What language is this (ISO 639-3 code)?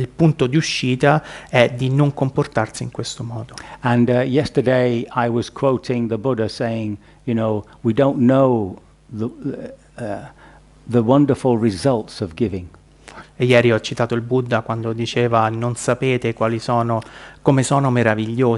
ita